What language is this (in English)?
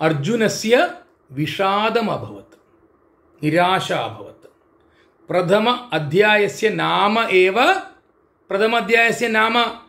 Sanskrit